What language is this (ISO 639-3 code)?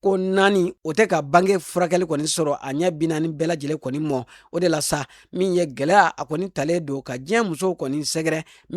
bam